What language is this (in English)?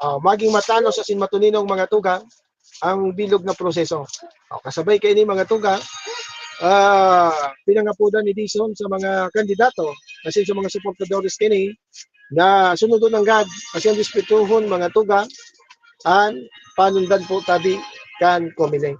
Bikol